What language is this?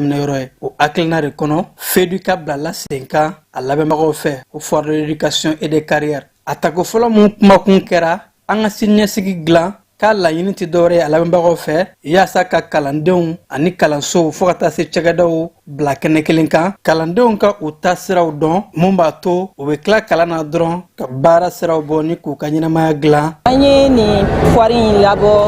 Bambara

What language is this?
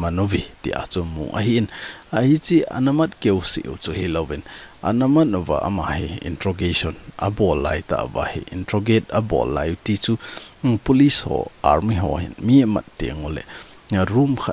Thado Chin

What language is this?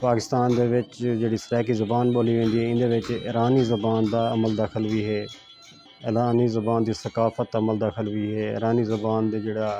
Saraiki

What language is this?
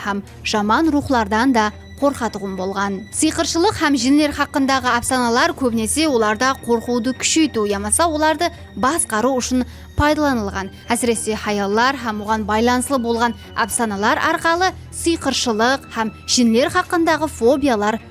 Kara-Kalpak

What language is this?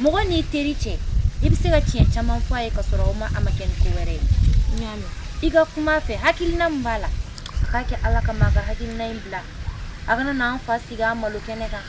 Bambara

